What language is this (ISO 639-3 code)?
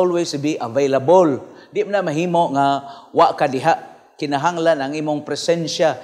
ceb